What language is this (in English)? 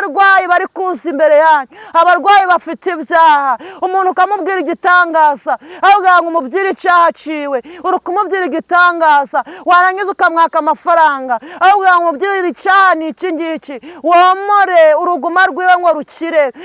Kinyarwanda